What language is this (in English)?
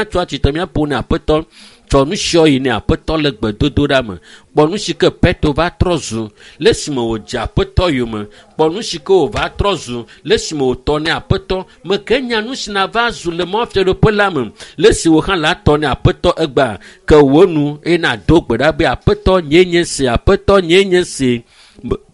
Ewe